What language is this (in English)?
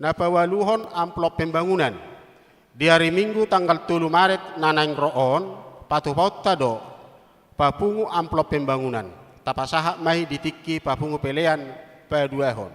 Batak Toba